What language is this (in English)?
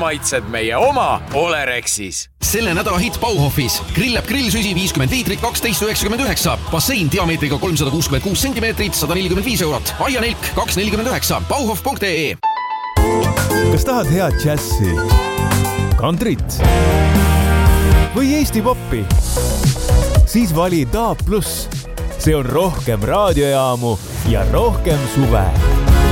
Estonian